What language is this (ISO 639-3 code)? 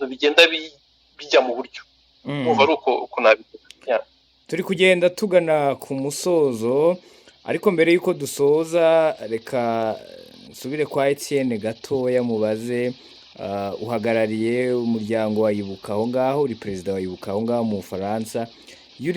kin